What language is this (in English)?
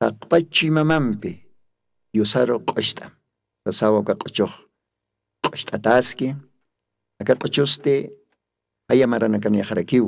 Aymara